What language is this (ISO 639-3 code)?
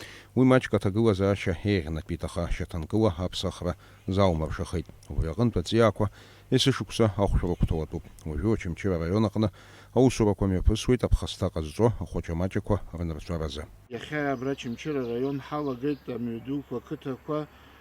abk